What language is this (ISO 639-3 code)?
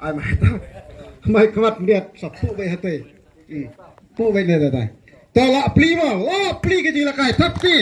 kha